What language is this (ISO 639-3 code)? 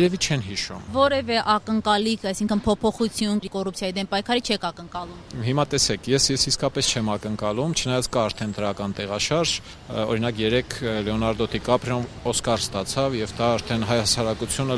hye